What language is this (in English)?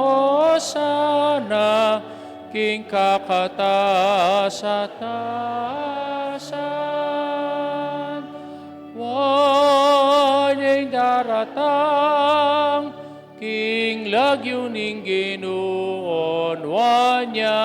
Pampanga